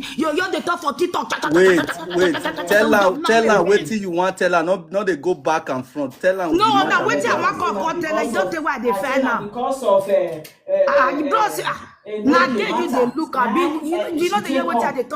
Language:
Nigerian Pidgin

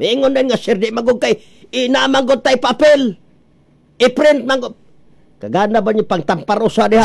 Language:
Cebuano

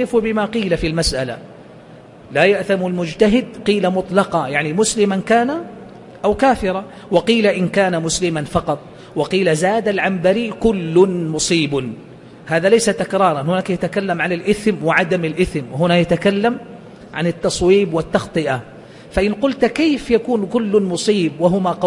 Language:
Arabic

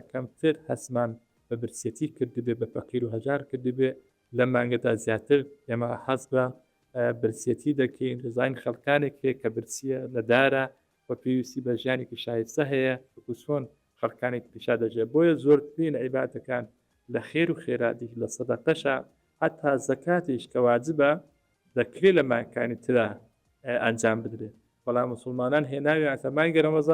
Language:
Central Kurdish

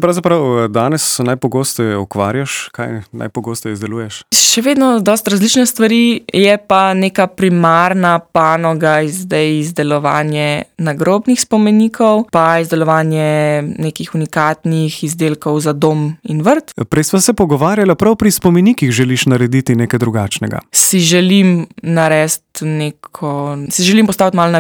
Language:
Slovenian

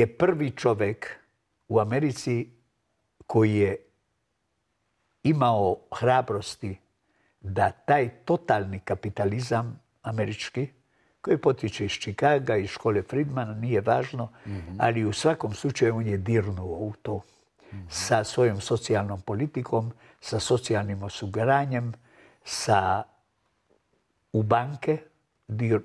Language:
Serbian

